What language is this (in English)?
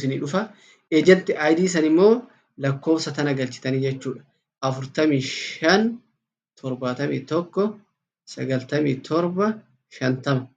Oromo